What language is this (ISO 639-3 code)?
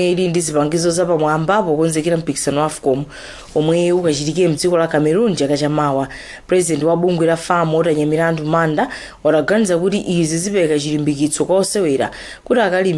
nya